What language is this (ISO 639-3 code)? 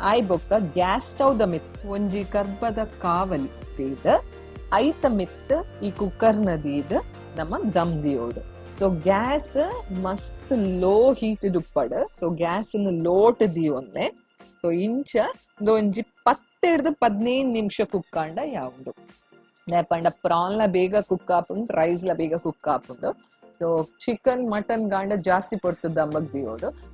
tcy